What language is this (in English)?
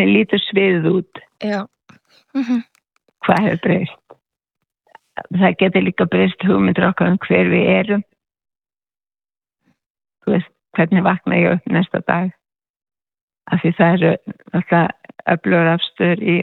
Icelandic